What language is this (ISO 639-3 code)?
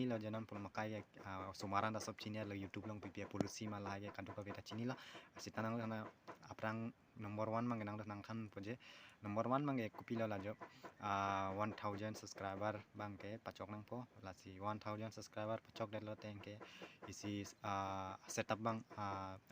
mjw